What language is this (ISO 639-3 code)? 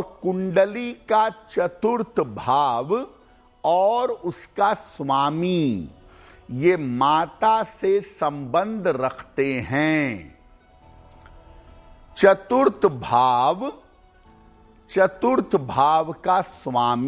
hin